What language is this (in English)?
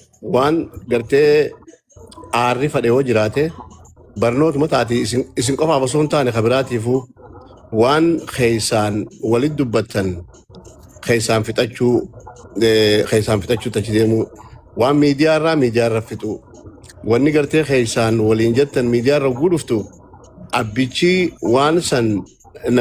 Oromo